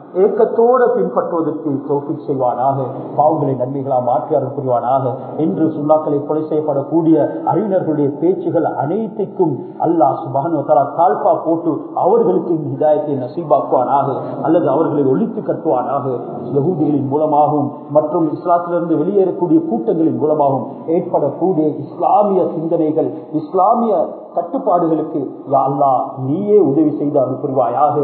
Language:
Tamil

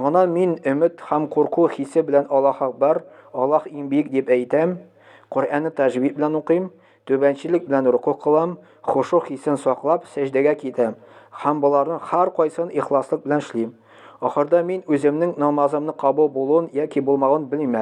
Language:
Tatar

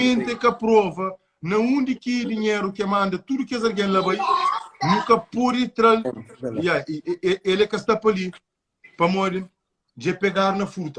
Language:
Kabuverdianu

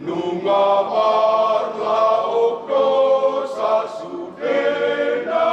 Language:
Batak Toba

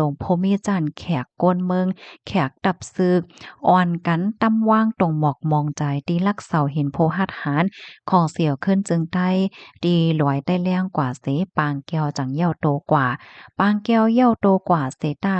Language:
Shan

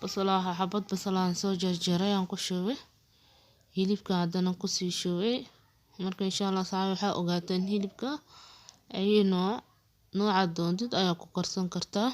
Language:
Somali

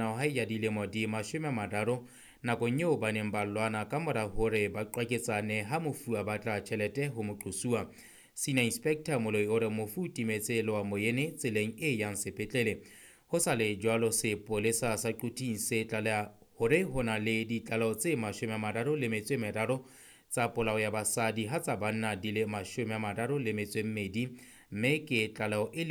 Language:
Southern Sotho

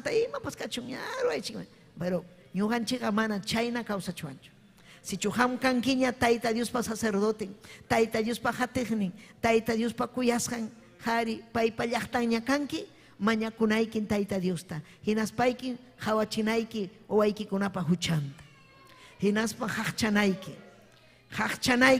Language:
Ayacucho Quechua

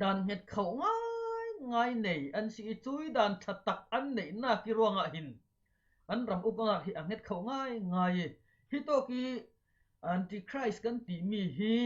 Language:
Falam Chin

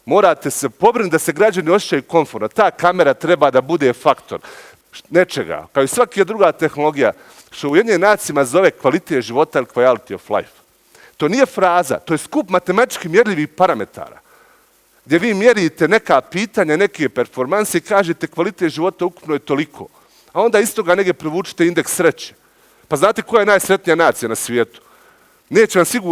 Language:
Bosnian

